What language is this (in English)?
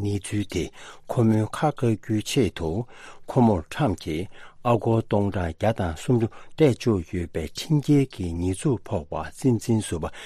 Tibetan